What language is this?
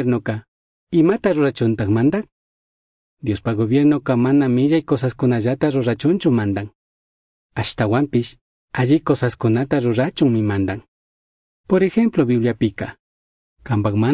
Chimborazo Highland Quichua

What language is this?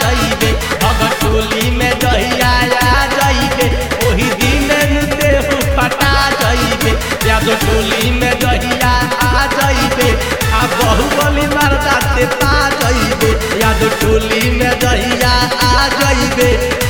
Bhojpuri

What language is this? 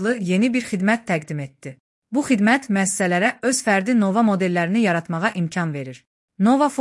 Azerbaijani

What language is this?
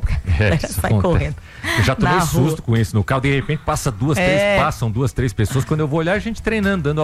Portuguese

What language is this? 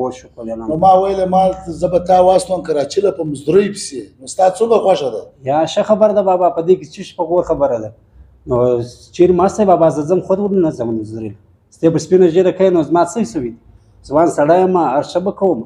Pashto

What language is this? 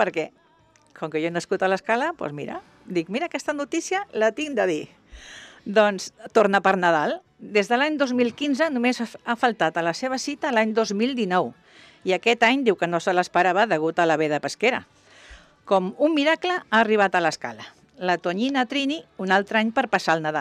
Catalan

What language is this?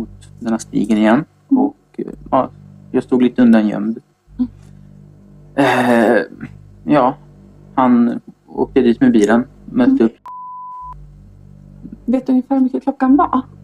Swedish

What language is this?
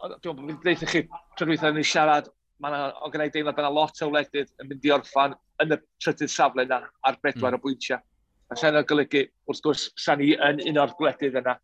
Welsh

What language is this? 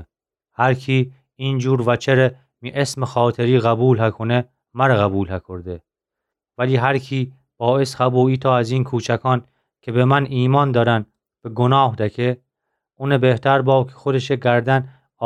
Gilaki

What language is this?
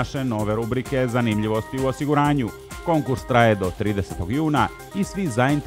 Serbian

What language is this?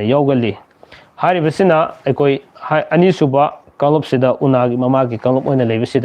Manipuri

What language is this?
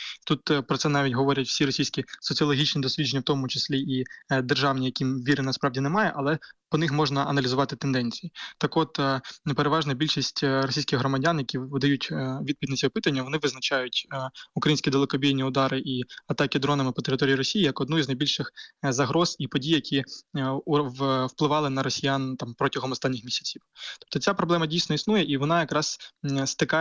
Ukrainian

